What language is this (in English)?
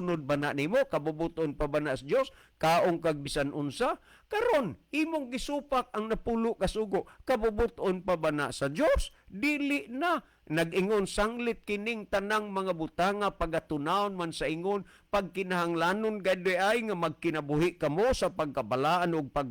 Cebuano